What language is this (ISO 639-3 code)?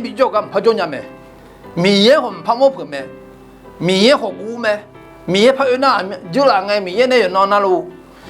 ahk